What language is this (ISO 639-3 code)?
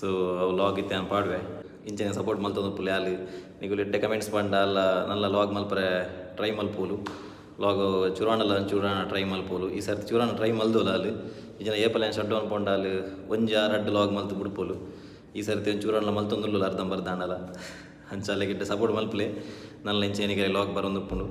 tcy